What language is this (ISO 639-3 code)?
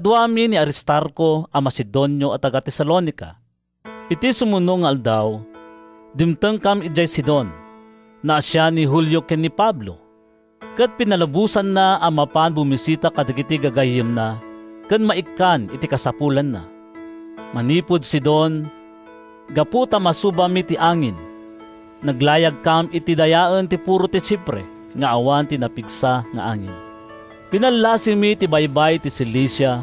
ilo